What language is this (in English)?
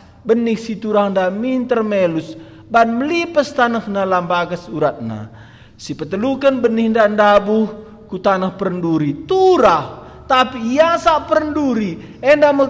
Batak Karo